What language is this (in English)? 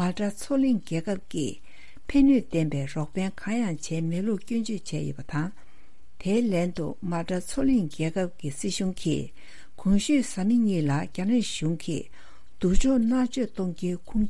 Tibetan